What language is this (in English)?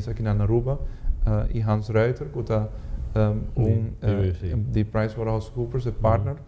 Papiamento